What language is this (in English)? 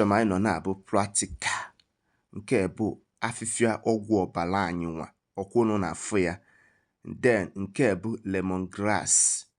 Igbo